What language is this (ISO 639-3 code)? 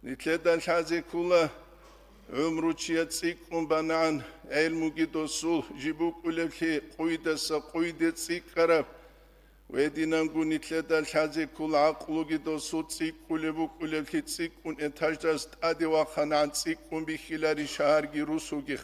ava